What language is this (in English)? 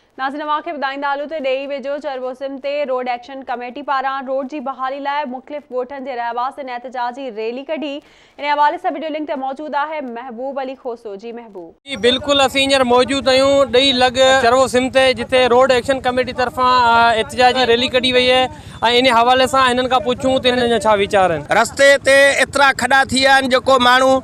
Sindhi